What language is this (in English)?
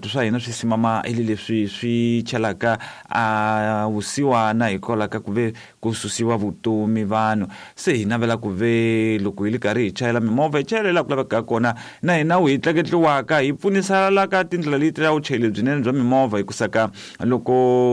Tsonga